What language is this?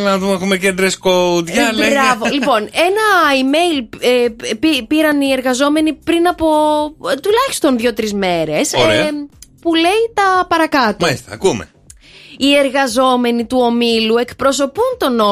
Greek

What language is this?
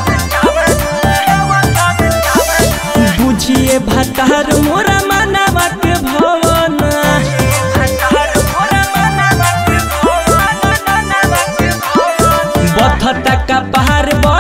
Bhojpuri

